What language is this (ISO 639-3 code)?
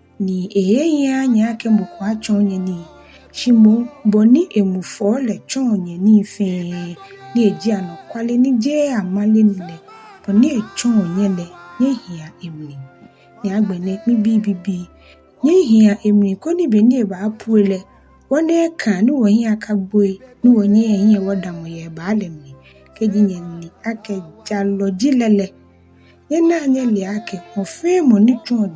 gaa